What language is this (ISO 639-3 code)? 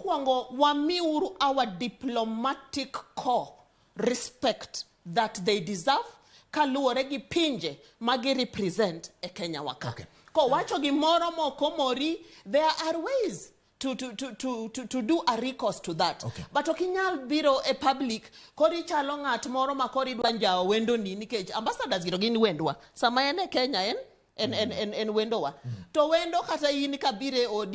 luo